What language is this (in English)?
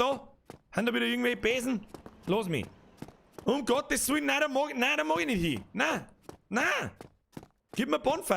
Bavarian